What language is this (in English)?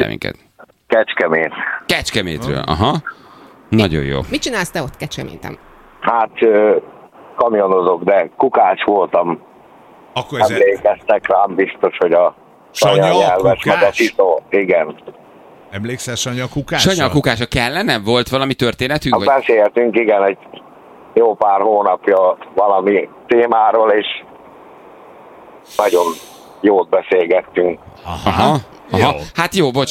Hungarian